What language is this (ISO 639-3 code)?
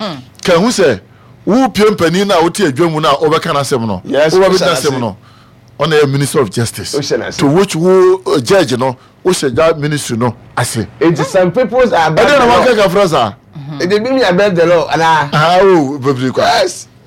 aka